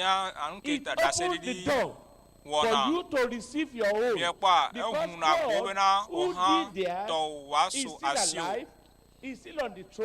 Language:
Ewe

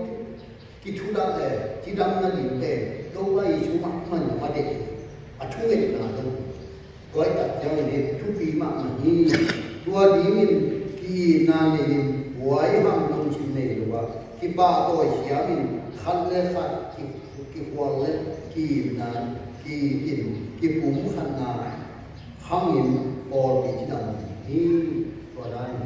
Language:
Tedim Chin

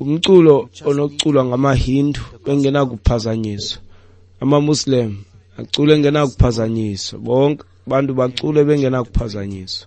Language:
Xhosa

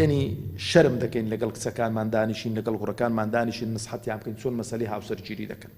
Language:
Central Kurdish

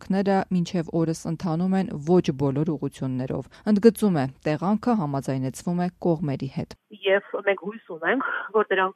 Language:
Armenian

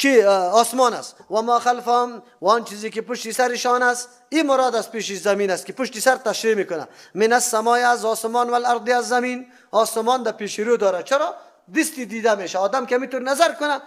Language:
Persian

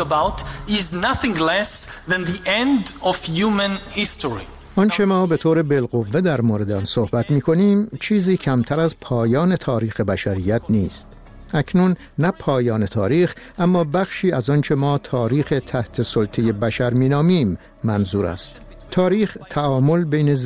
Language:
Persian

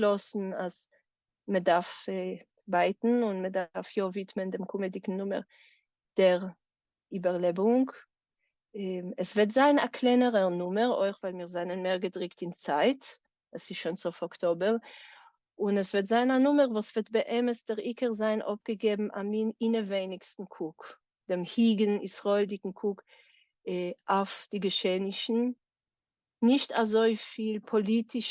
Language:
Yiddish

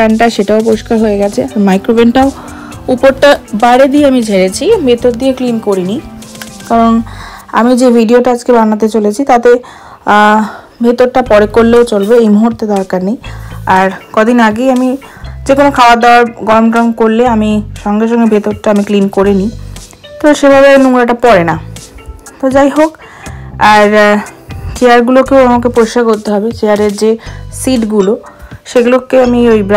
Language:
Bangla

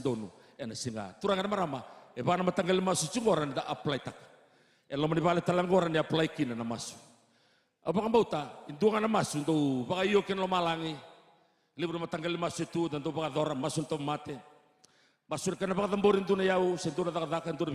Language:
Fijian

